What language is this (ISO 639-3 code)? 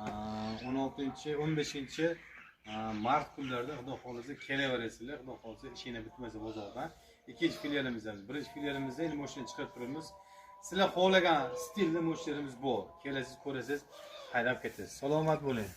uzb